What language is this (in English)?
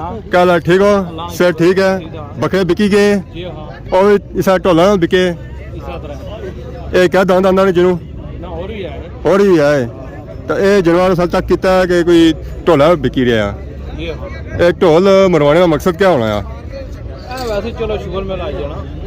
Pahari-Potwari